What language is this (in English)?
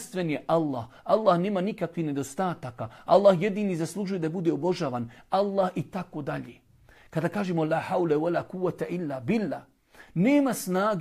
Bosnian